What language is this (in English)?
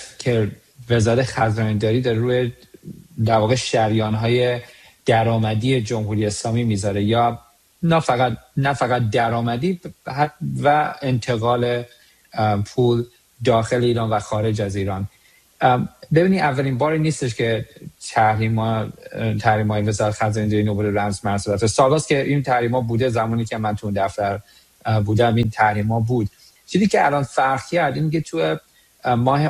Persian